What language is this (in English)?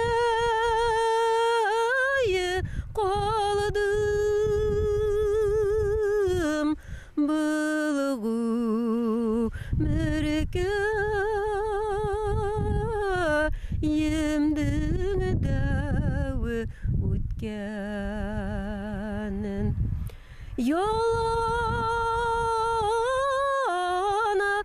Bashkir